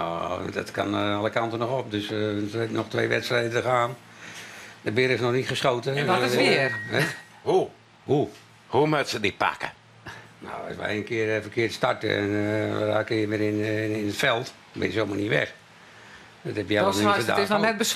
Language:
Western Frisian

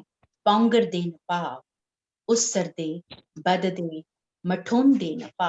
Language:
Dogri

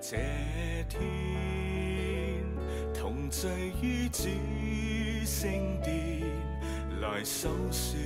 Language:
Cantonese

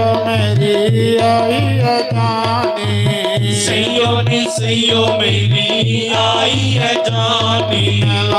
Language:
Dogri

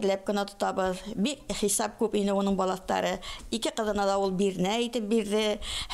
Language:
Bashkir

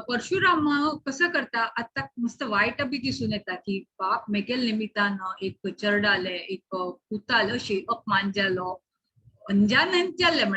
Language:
Konkani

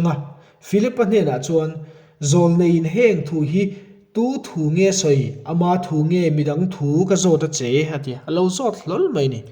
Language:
Mizo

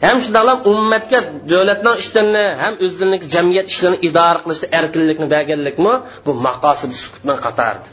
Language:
Uyghur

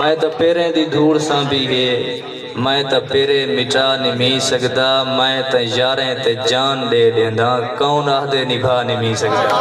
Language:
Saraiki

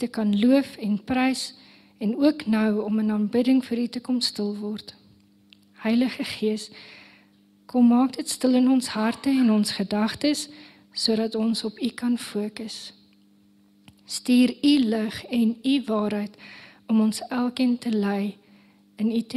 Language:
Afrikaans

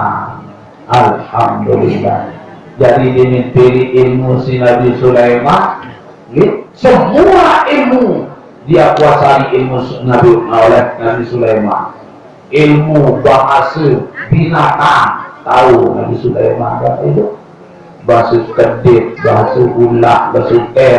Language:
Sasak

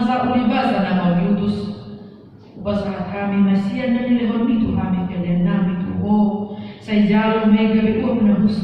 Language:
Batak Toba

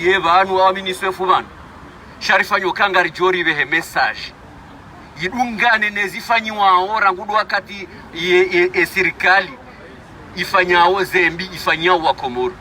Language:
Ngazidja Comorian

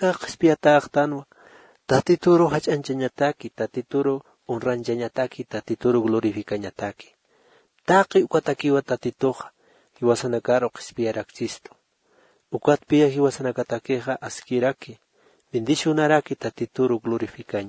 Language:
Aymara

